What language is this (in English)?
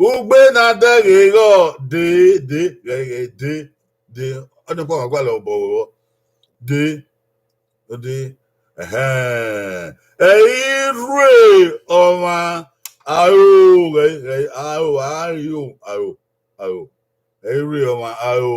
Bini